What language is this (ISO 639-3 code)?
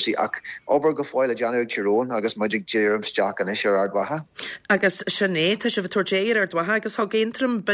gle